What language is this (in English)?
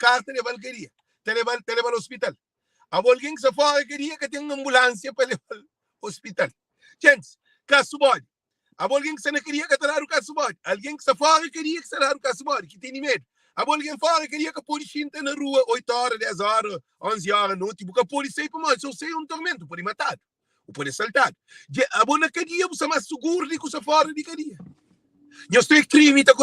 Kabuverdianu